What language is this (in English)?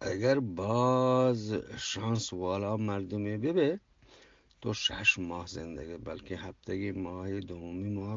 Eastern Balochi